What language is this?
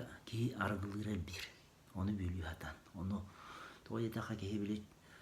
Yakut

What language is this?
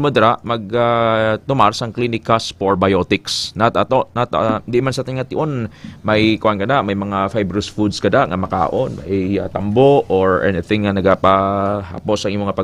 Hiligaynon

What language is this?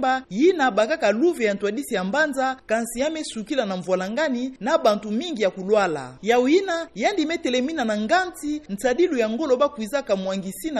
Kituba (Democratic Republic of Congo)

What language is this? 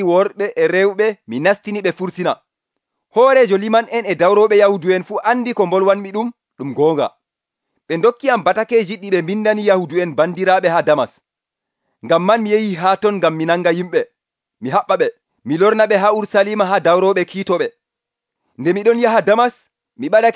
Nigerian Fulfulde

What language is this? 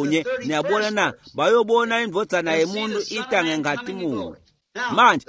Swati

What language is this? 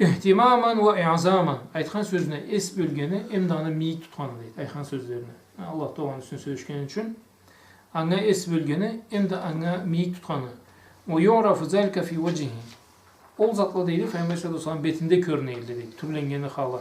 Karachay-Balkar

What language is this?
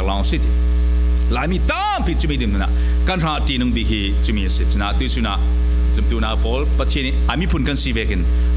Falam Chin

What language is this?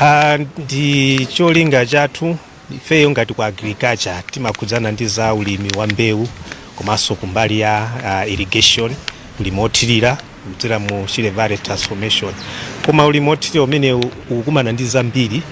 Nyanja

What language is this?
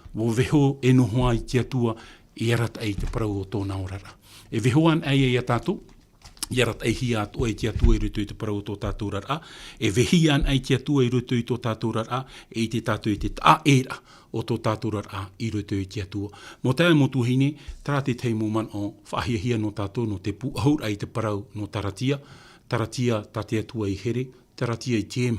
Tahitian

